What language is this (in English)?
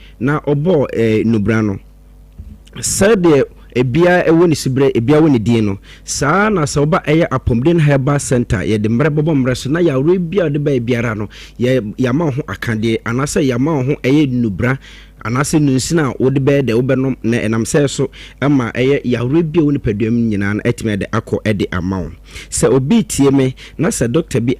Akan